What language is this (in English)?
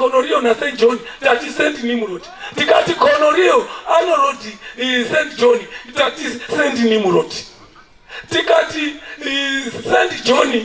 Shona